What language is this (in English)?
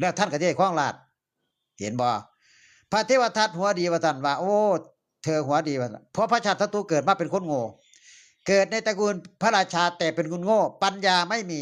Northeastern Thai